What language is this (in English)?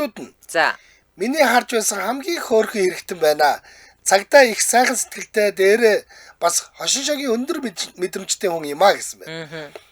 Mongolian